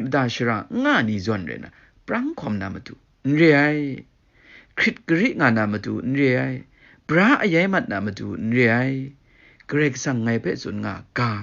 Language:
Kachin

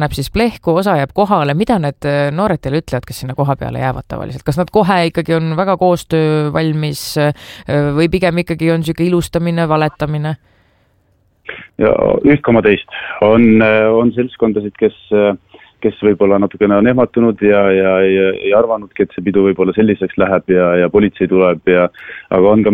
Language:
Estonian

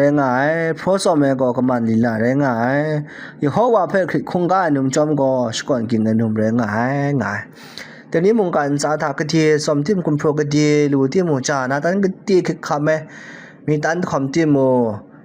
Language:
Kachin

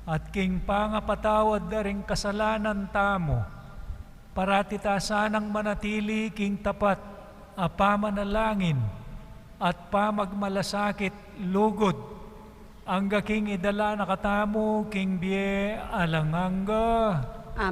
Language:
Pampanga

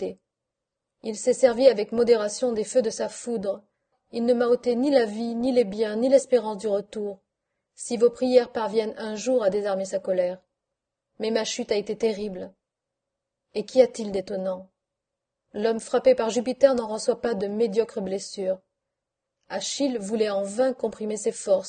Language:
French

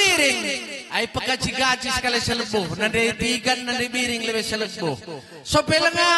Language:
Batak Karo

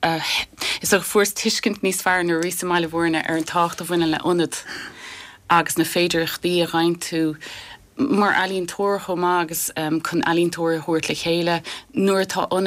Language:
Irish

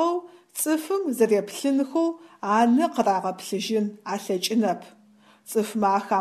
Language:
Adyghe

